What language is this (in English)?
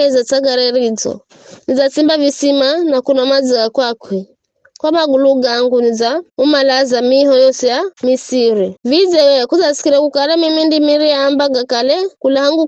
Giryama